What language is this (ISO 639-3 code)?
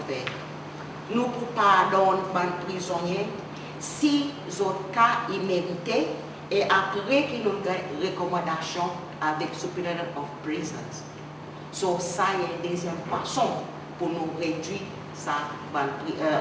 crs